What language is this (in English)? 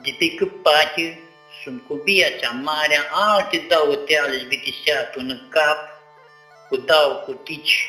Aromanian